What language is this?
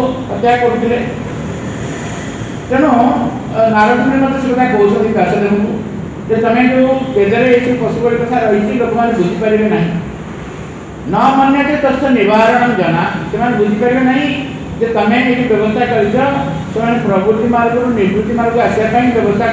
Odia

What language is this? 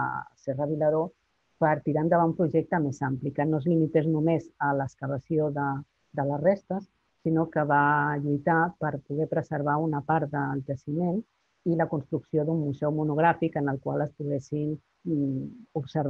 Catalan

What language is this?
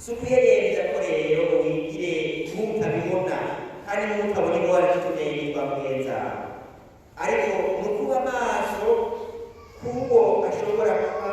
Rundi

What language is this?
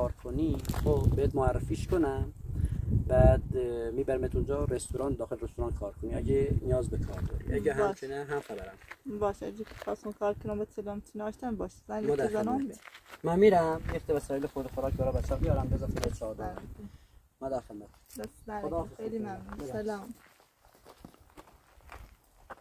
Persian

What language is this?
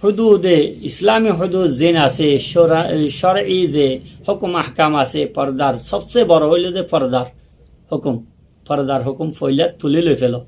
Rohingya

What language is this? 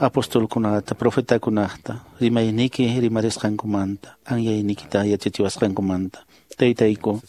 Quechua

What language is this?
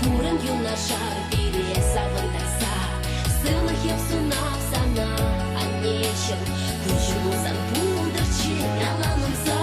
Chuvash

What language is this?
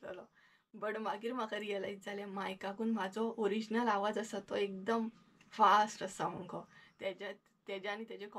Konkani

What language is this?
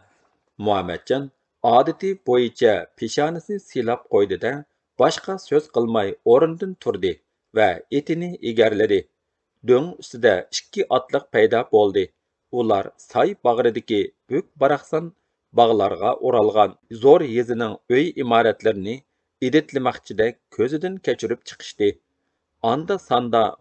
Uyghur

